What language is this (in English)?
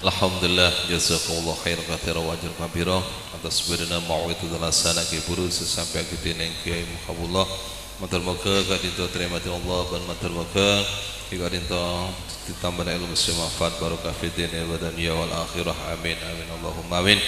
Madurese